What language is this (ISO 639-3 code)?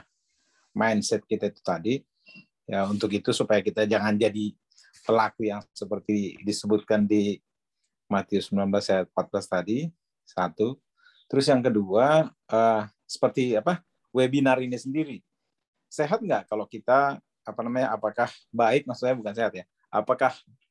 ind